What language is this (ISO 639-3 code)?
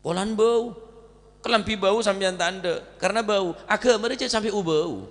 mad